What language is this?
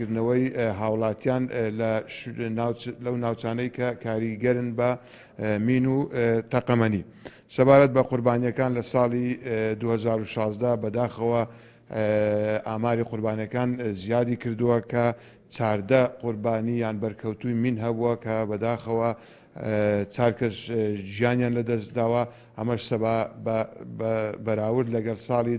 Central Kurdish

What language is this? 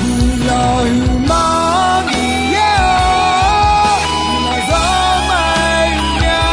Akha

